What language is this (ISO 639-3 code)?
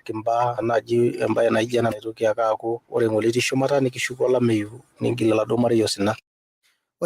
mas